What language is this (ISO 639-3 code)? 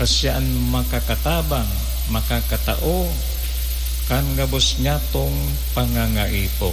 bik